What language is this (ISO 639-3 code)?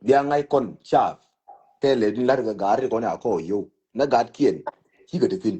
nus